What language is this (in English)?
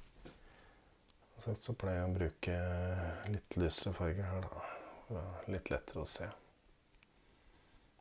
Norwegian